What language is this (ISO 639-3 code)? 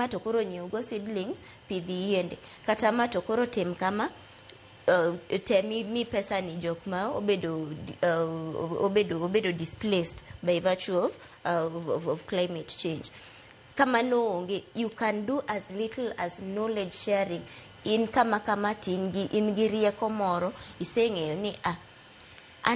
luo